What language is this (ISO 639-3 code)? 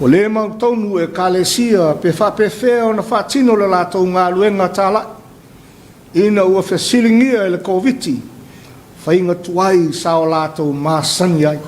smo